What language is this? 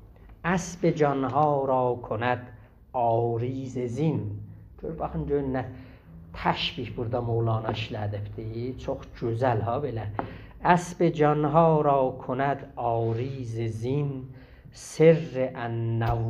South Azerbaijani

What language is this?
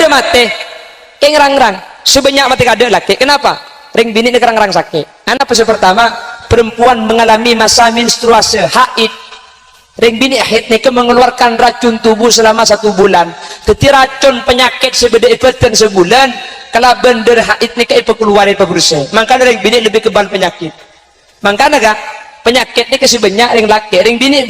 Madurese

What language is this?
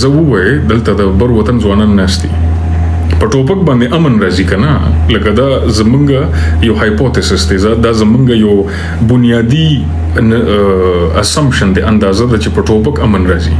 Pashto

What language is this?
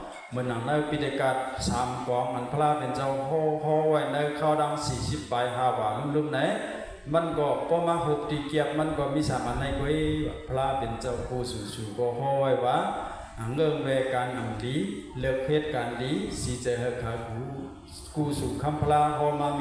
Shan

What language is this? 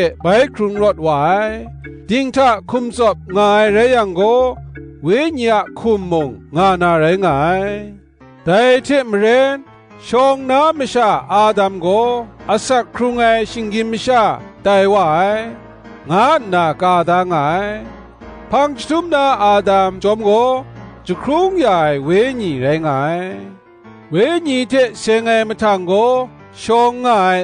Kachin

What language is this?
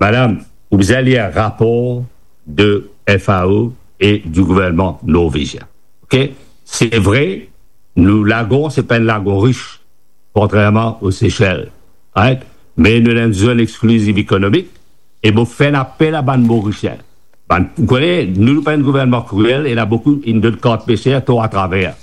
Morisyen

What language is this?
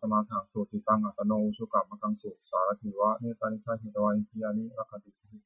Pali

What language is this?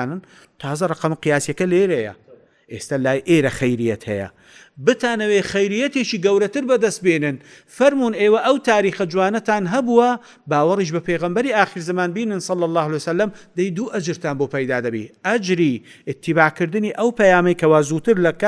Central Kurdish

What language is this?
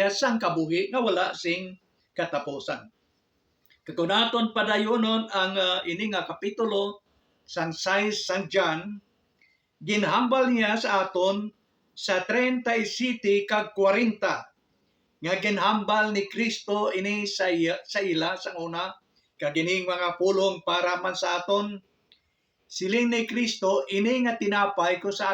Hiligaynon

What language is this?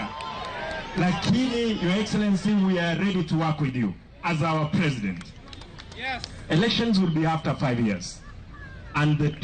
Luo (Kenya and Tanzania)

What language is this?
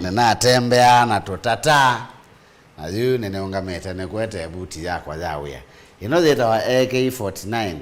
Kamba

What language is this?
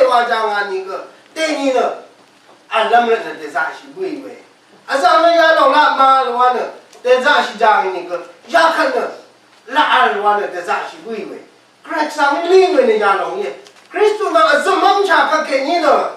Rawang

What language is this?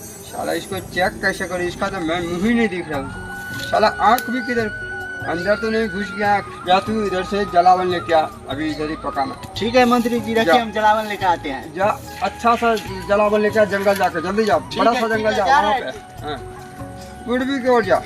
Maithili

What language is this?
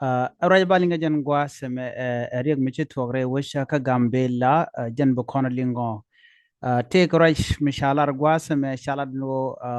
Nuer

